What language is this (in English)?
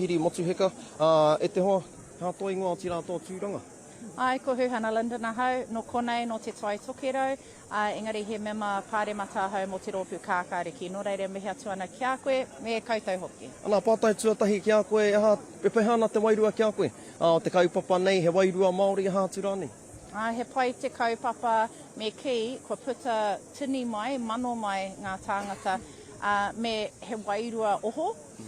Māori